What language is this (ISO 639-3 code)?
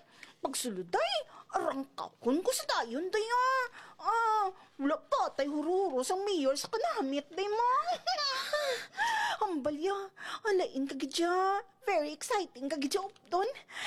hil